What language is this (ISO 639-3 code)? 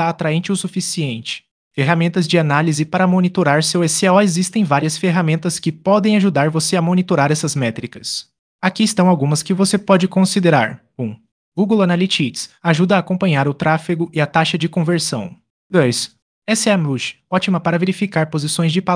por